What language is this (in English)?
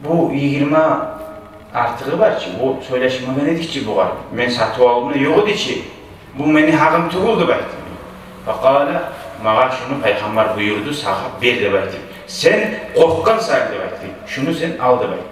Kumyk